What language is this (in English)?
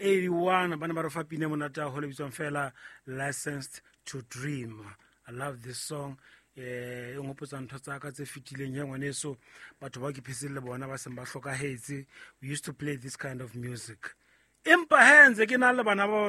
Southern Sotho